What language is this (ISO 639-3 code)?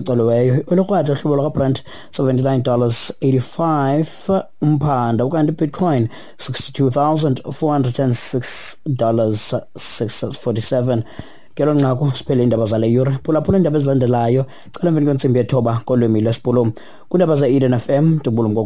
xho